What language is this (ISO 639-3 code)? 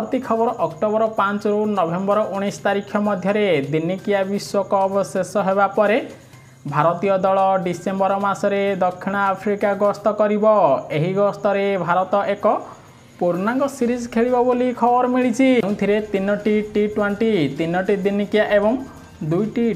ori